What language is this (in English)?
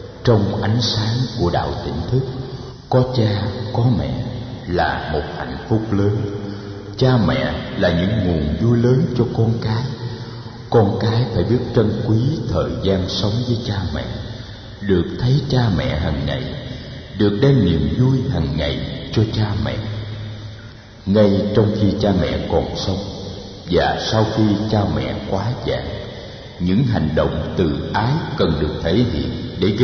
Vietnamese